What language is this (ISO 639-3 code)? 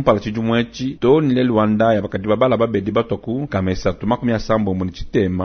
lua